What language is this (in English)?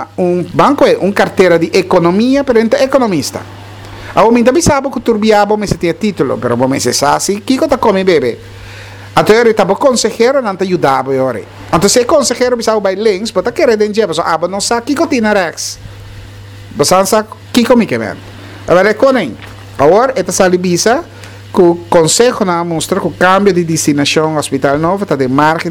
Papiamento